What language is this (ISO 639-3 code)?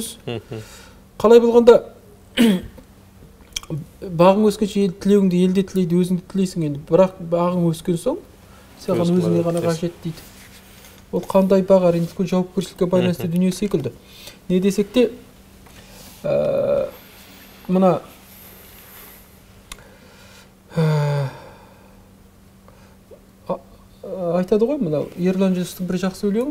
kaz